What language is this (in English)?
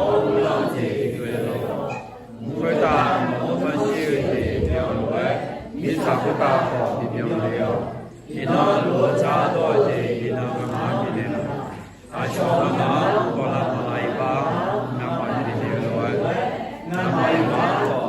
Akha